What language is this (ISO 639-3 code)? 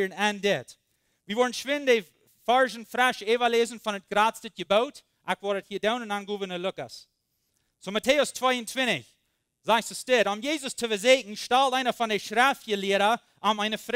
pdt